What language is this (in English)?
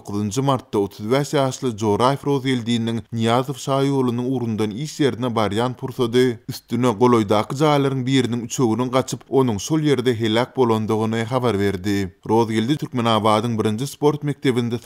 Turkmen